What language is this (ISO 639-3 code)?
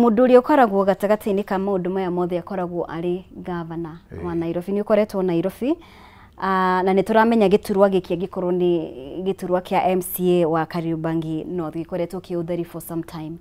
kik